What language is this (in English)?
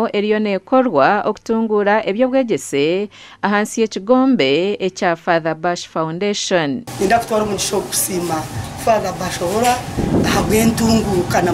Nyankole